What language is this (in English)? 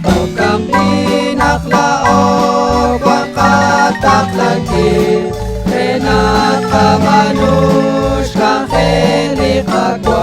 Kekchí